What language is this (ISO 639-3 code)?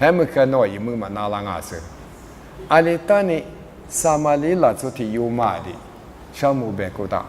lis